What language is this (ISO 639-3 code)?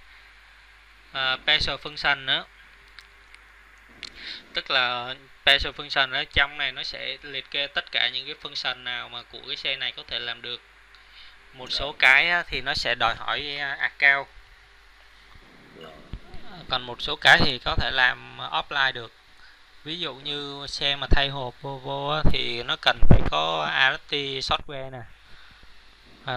vie